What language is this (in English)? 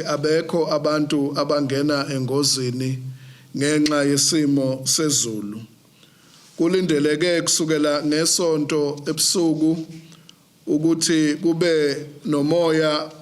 Zulu